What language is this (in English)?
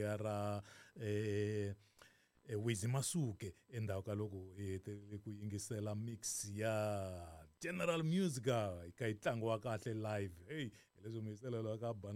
Tsonga